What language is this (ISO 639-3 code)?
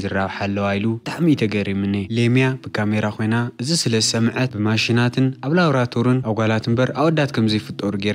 tir